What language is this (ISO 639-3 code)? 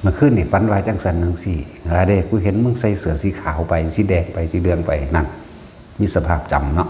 tts